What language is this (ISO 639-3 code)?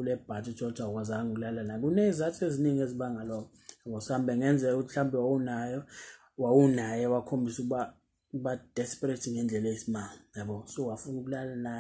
zul